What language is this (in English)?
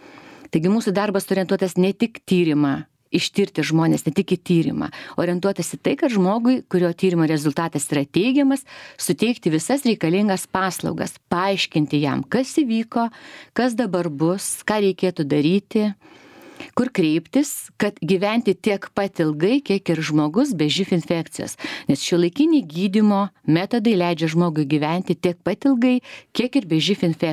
Lithuanian